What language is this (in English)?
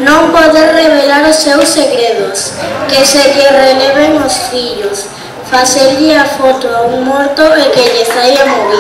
Galician